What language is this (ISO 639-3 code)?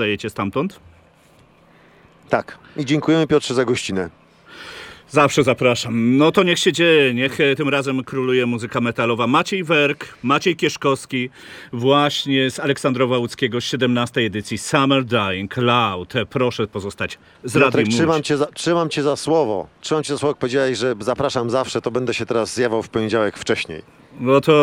pol